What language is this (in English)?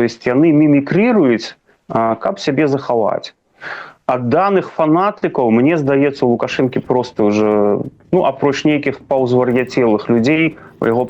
Belarusian